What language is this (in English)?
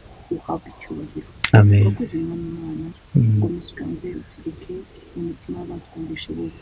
Kinyarwanda